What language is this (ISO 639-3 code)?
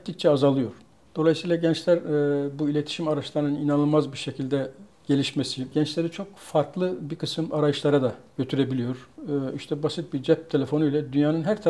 tur